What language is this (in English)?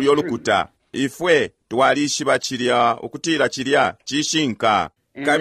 Bemba